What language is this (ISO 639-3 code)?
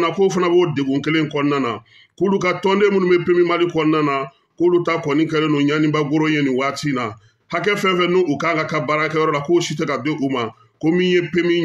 bam